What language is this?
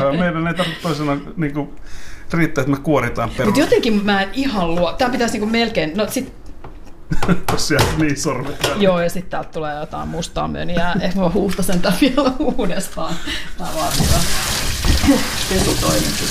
Finnish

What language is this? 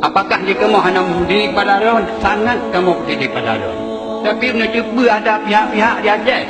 Achinese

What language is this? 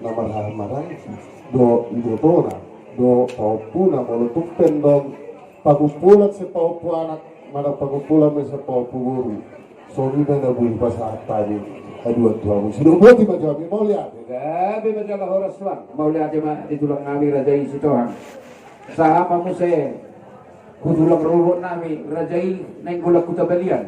Batak Toba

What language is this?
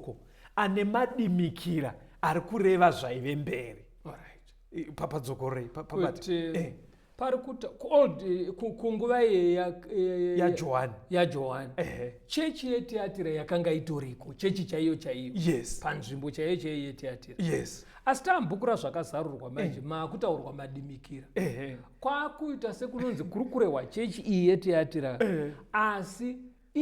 Shona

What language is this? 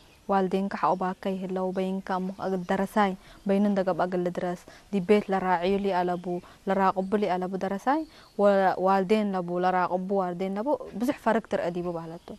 Tigre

